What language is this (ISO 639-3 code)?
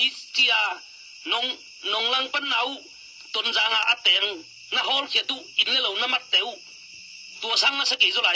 ctd